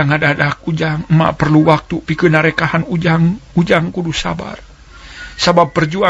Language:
Sundanese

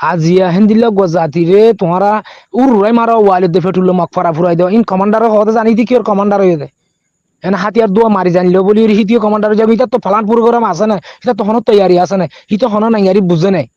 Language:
Rohingya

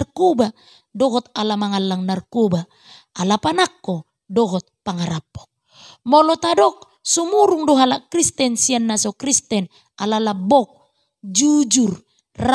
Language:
Batak Toba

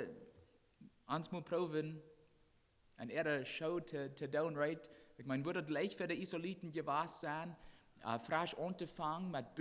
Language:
Plautdietsch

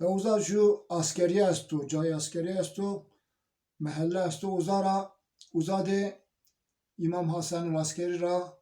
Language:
Zaza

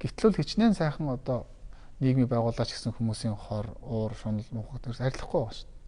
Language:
Mongolian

